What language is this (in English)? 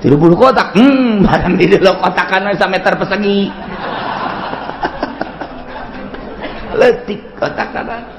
Sundanese